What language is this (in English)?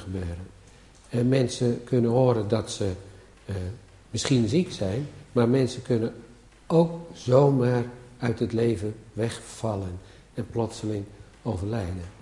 Dutch